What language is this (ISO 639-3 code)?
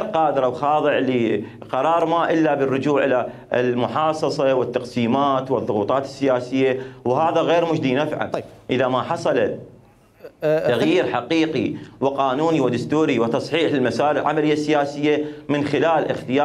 acm